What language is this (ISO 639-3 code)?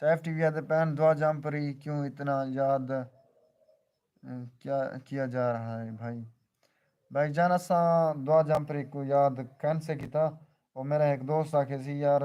skr